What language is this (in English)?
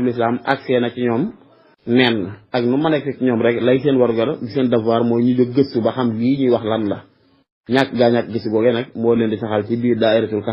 Wolof